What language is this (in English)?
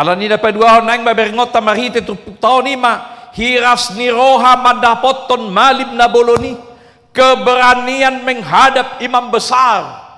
Batak Toba